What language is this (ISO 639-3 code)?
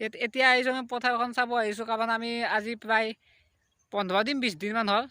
asm